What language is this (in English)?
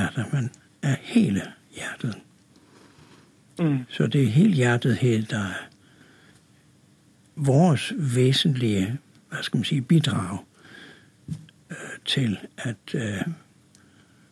Danish